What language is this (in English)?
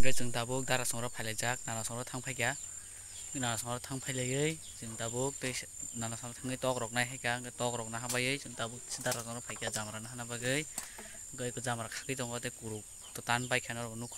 Kok Borok